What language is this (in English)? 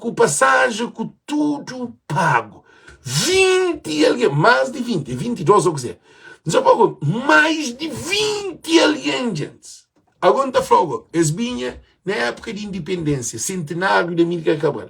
Kabuverdianu